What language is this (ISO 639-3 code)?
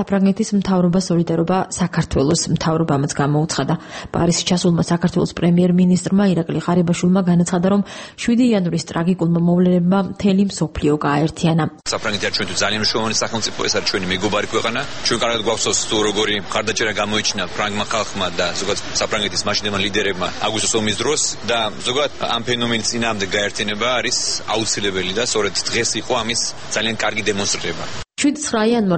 kat